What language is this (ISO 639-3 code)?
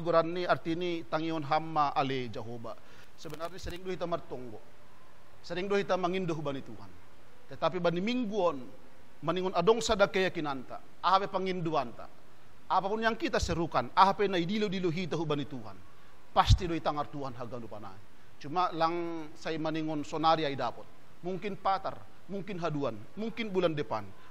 bts